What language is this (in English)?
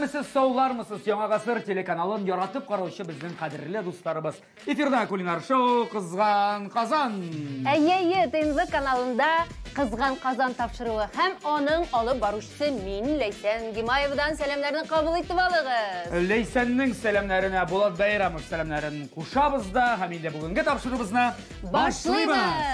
Tatar